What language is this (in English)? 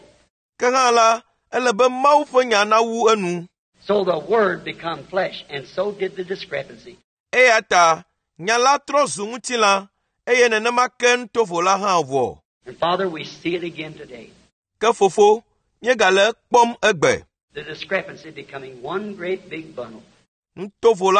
Ewe